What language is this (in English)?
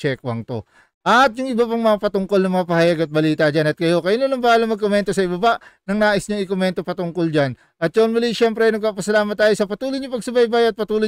Filipino